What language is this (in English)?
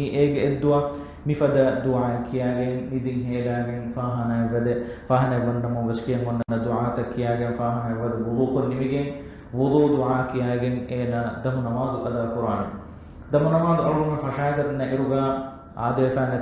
Divehi